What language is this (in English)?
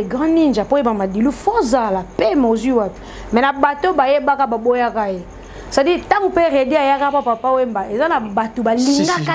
Lingala